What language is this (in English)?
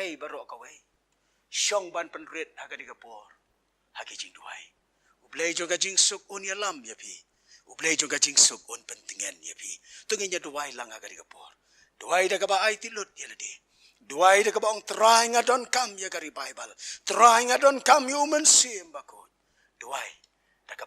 Khasi